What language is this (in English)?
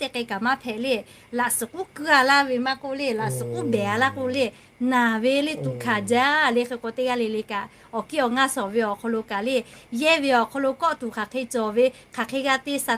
Lahu